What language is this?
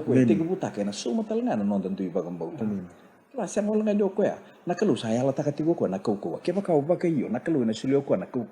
Fijian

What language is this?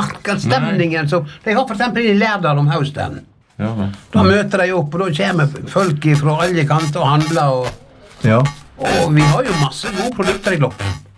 Norwegian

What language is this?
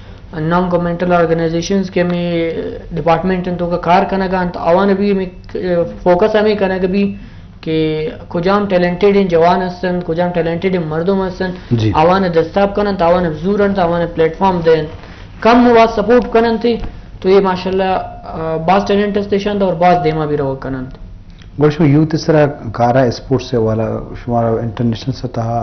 Eastern Balochi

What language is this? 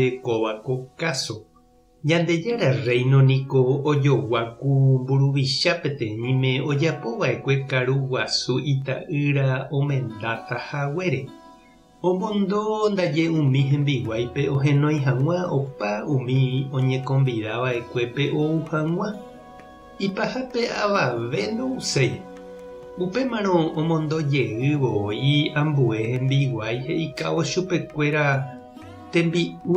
Guarani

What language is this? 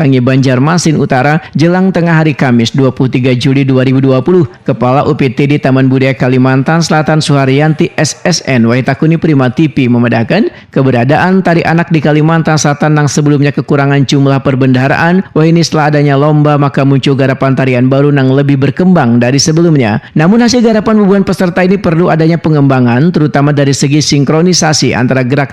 Banjar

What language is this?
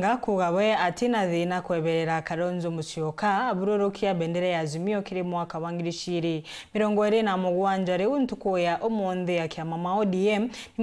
Meru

